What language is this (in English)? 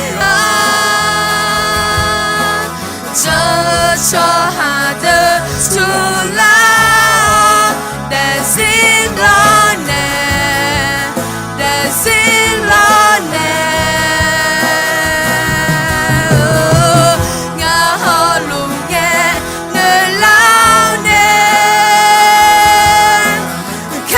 Akha